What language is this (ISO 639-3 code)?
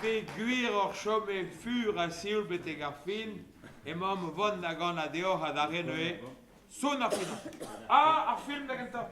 bre